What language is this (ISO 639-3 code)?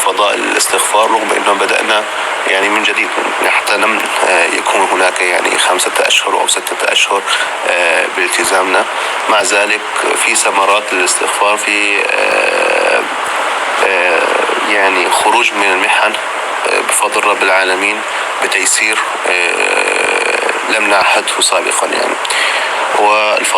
apc